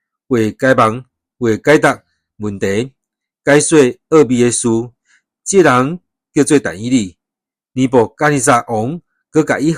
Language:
Min Nan Chinese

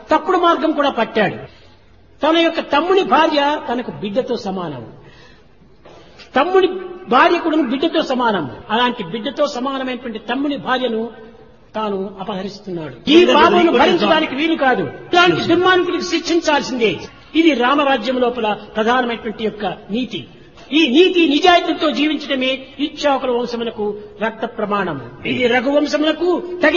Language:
Telugu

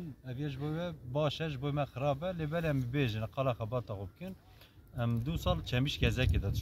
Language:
Kurdish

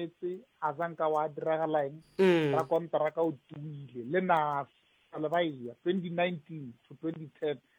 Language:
Northern Sotho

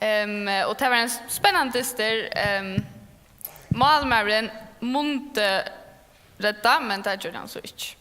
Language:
Faroese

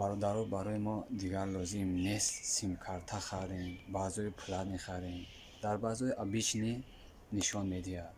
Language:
Tajik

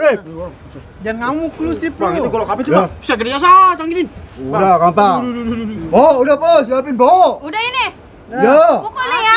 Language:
Betawi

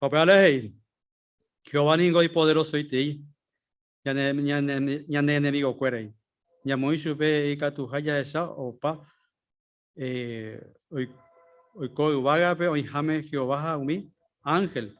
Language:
Guarani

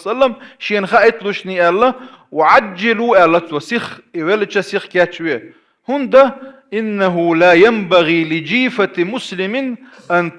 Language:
Chechen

